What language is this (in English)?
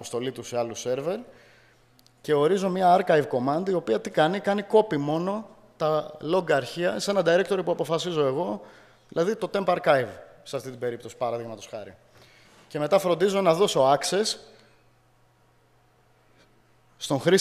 Greek